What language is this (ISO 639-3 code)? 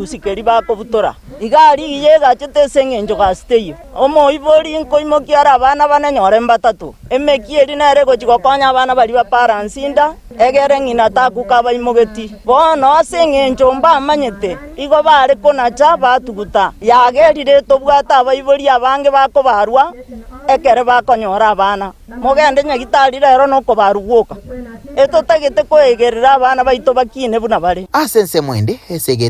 guz